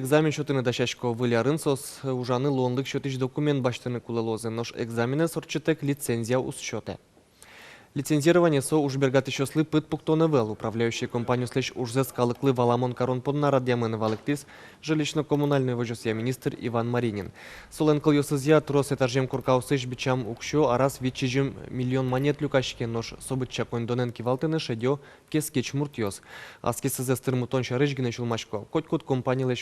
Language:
Udmurt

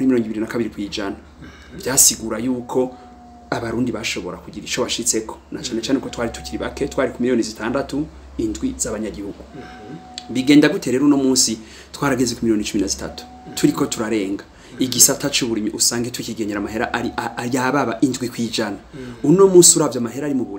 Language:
Rundi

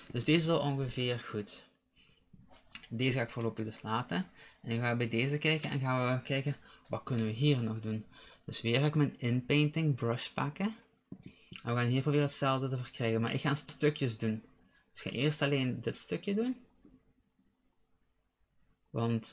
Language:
Dutch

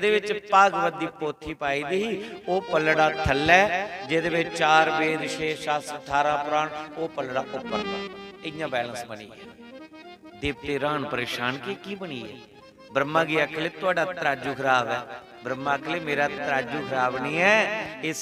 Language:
Dogri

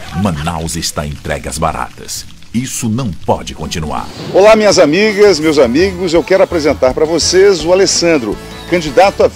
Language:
Portuguese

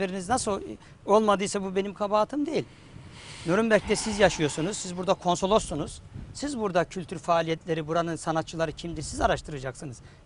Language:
Turkish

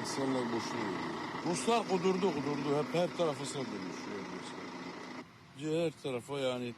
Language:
Crimean Tatar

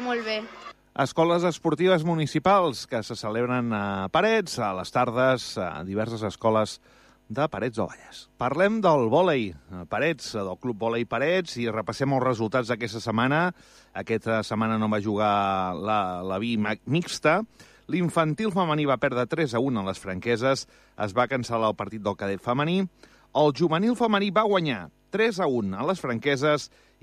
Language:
Catalan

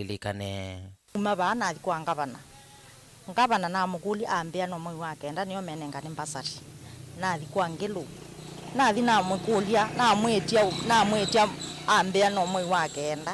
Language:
Kamba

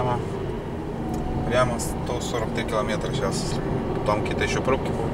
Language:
Russian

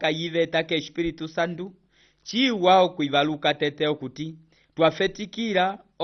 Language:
Umbundu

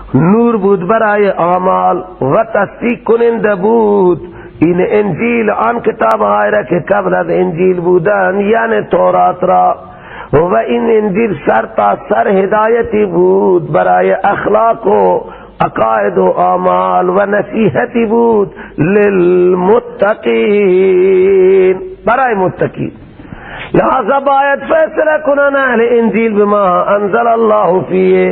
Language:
Persian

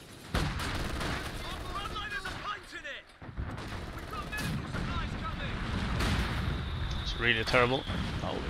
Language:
English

